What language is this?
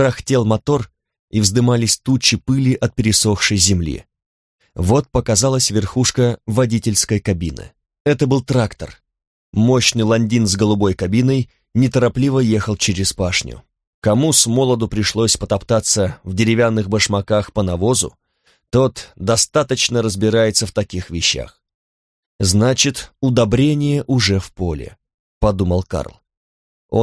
Russian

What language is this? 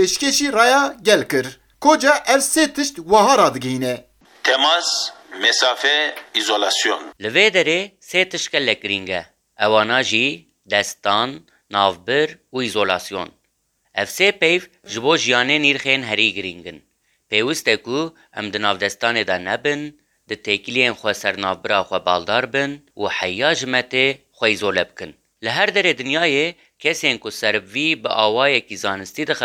Kurdish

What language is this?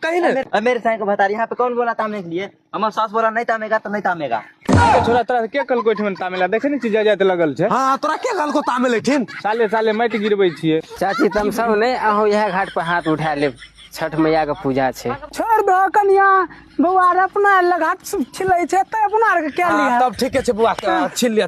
Maithili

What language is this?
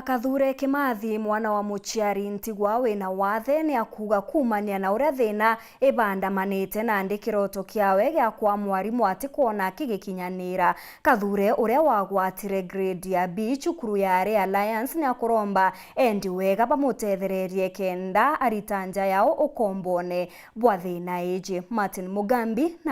Meru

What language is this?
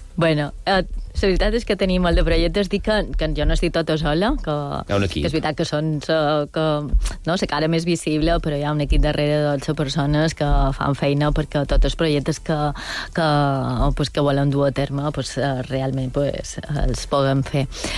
Catalan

